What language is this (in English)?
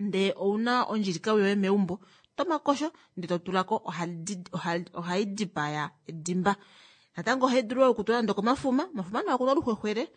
Kuanyama